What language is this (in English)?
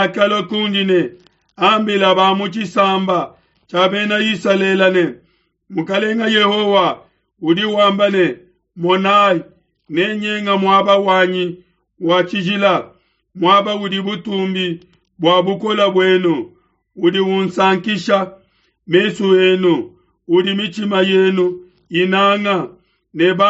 Luba-Lulua